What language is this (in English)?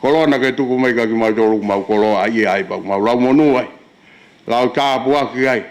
Tongan